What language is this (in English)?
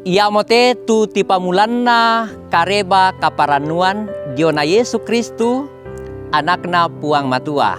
Toraja-Sa'dan